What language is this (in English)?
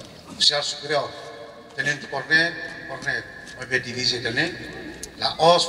Tetum